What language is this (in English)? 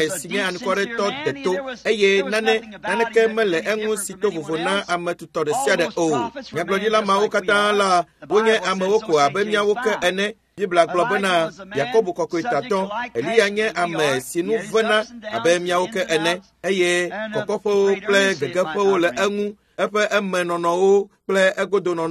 Ewe